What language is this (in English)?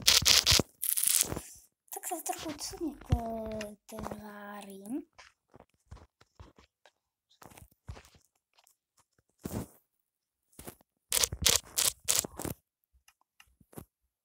Slovak